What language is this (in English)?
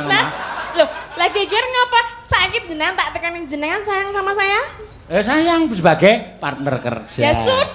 Javanese